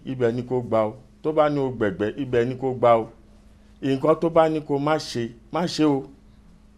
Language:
Yoruba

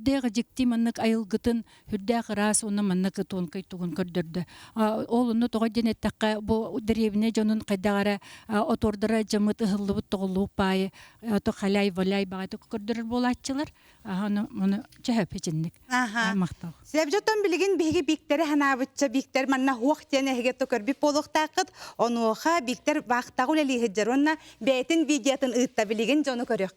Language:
Yakut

